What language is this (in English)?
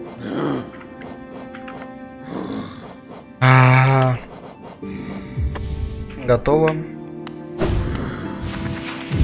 Russian